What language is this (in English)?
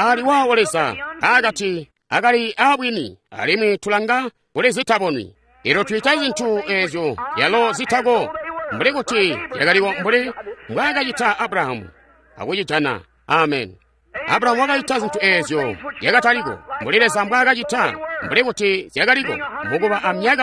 Tonga (Zambia)